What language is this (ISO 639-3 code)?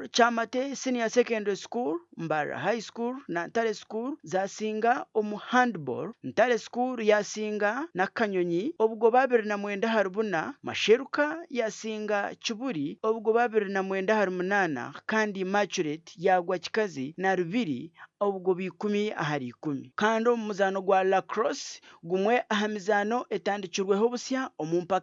nyn